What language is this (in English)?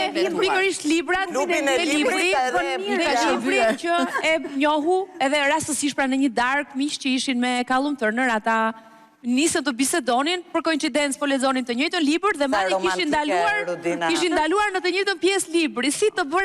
Albanian